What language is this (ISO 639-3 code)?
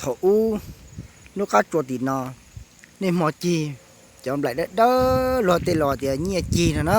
hmn